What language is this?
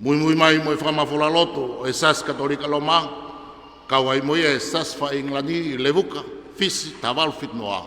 Tongan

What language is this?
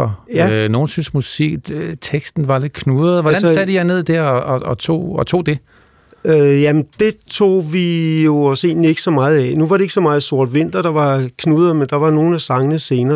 Danish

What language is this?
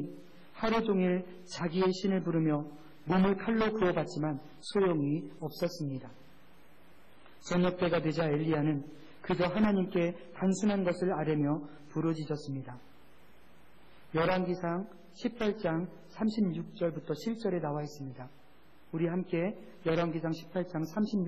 Korean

